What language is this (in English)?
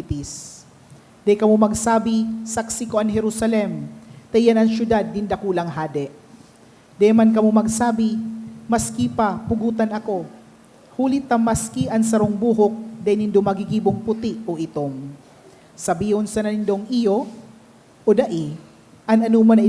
Bikol